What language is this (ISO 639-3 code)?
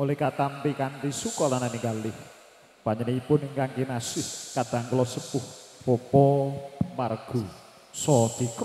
jav